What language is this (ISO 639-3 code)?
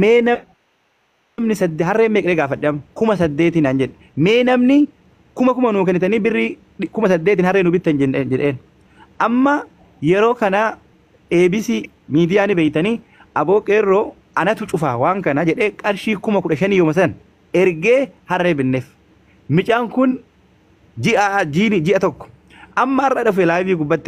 orm